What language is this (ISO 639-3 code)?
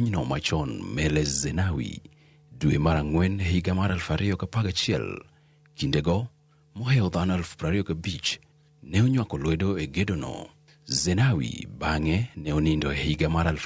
luo